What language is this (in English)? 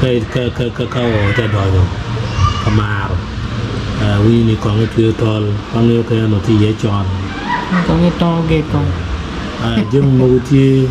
Acoli